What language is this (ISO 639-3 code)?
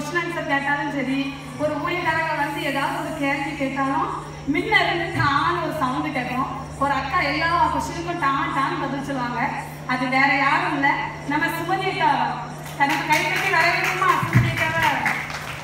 tam